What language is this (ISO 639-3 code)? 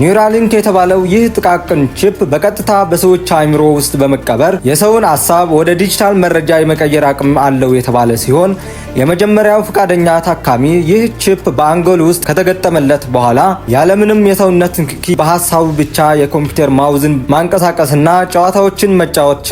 amh